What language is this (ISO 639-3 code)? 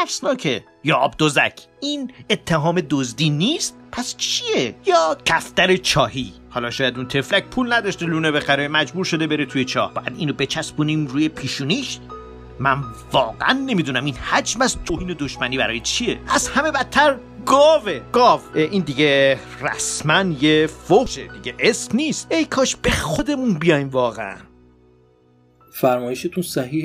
fas